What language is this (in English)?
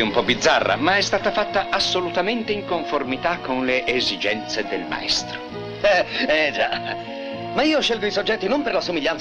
Italian